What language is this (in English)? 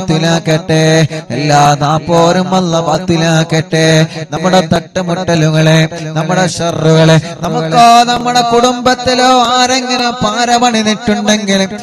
Malayalam